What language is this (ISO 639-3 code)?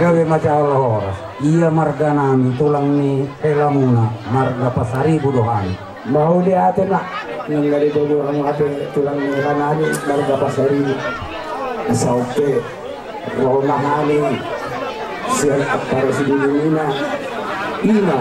bbc